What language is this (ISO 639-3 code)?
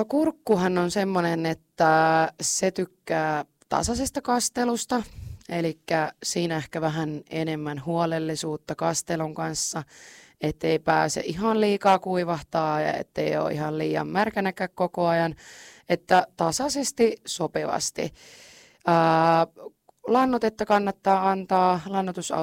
fin